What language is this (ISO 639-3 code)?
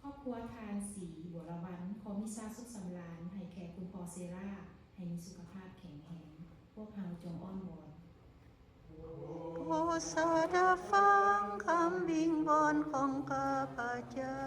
lao